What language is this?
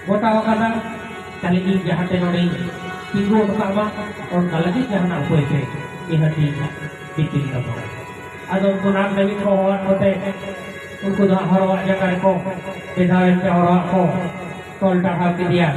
Santali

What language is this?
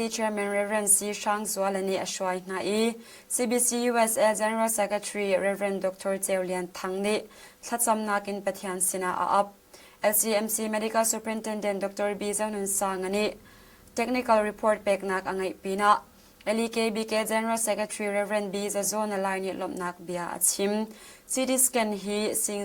Hakha Chin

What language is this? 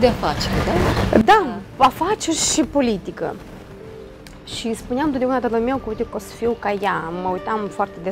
Romanian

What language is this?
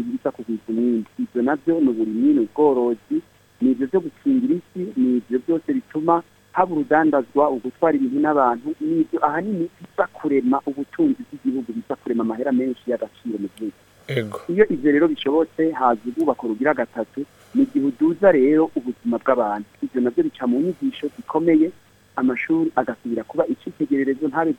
Rundi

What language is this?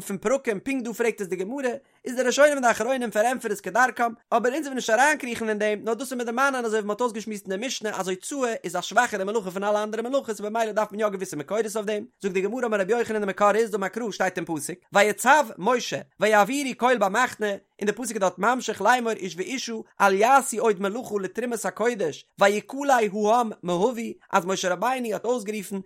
Yiddish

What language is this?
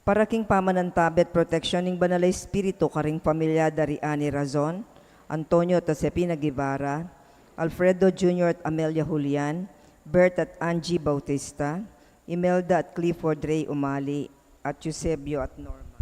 Pampanga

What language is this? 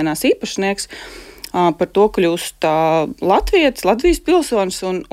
Latvian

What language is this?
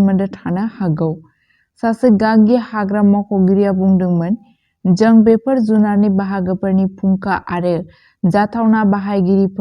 Bodo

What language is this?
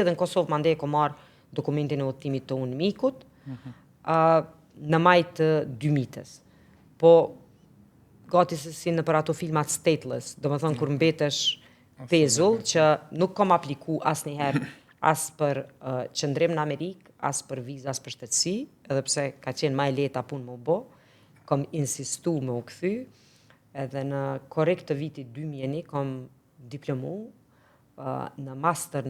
Albanian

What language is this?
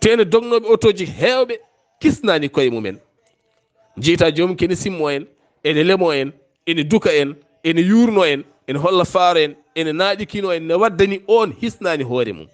Fula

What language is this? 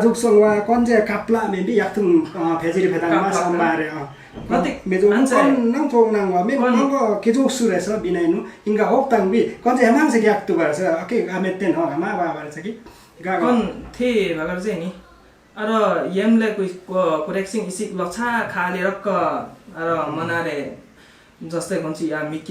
Limbu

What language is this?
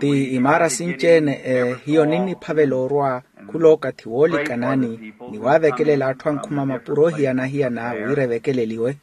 Makhuwa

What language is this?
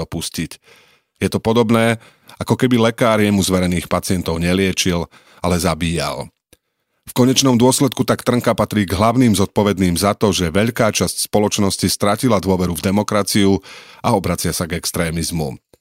Slovak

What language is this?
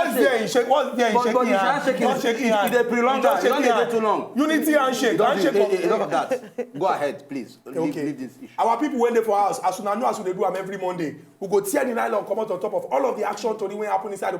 Nigerian Pidgin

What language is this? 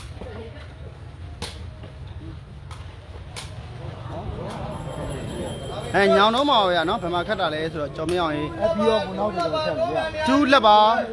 Burmese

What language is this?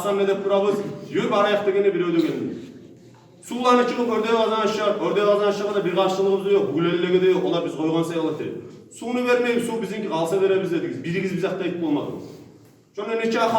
Kumyk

